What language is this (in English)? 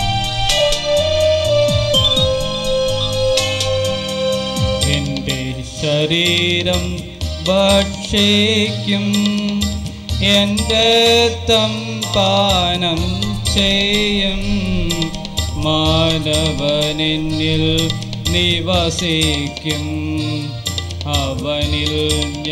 Malayalam